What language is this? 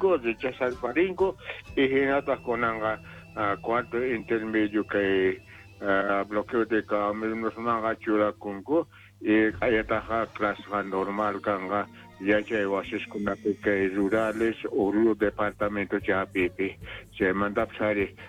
South Bolivian Quechua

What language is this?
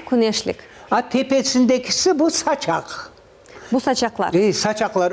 Crimean Tatar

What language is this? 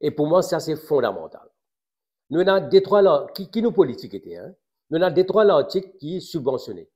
Morisyen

